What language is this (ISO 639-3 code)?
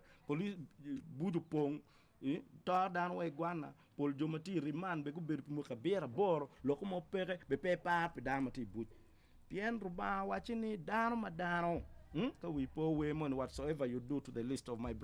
ach